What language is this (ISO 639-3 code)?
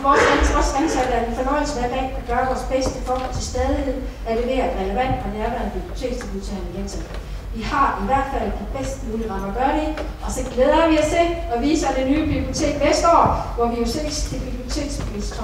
dan